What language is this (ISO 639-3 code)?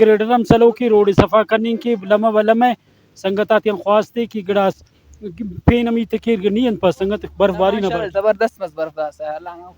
brh